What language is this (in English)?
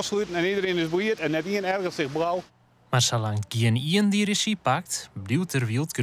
Western Frisian